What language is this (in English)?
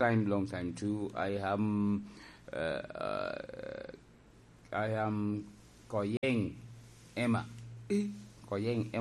Lango (Uganda)